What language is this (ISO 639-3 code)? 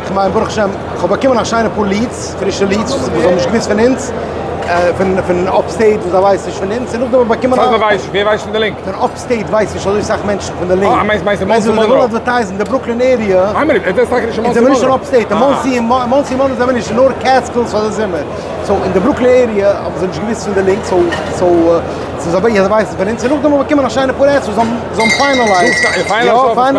yid